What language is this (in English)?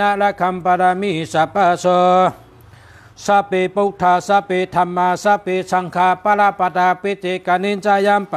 Shan